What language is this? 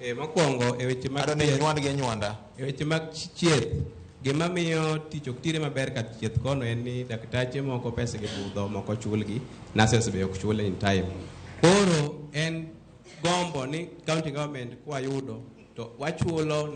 Luo (Kenya and Tanzania)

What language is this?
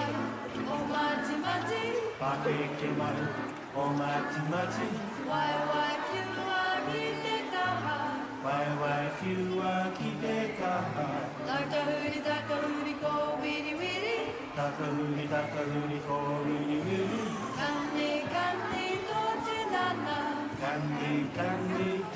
Māori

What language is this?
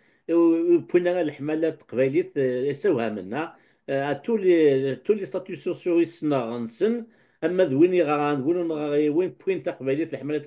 Kabyle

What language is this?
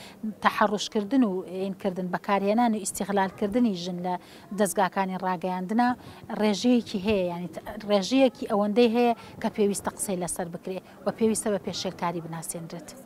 Central Kurdish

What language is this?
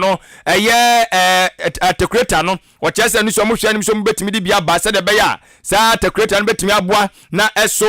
Akan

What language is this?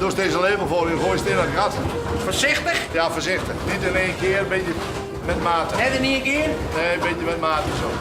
Western Frisian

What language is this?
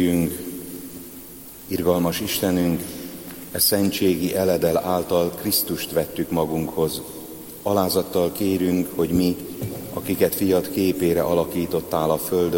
Hungarian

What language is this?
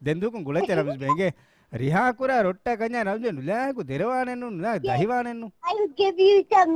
Divehi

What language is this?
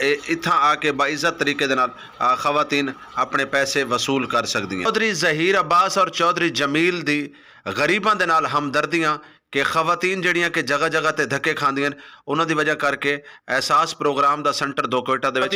Western Panjabi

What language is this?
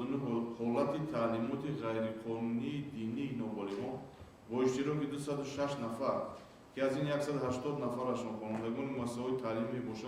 Tajik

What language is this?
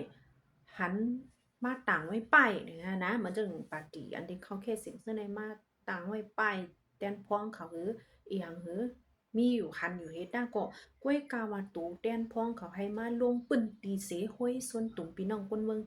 Shan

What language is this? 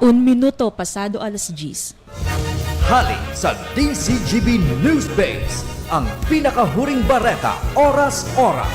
Bikol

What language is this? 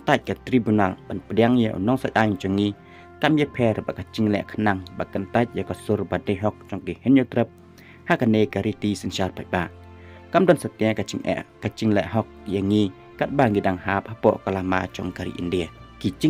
Khasi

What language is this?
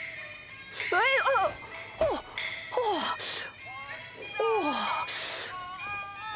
Chinese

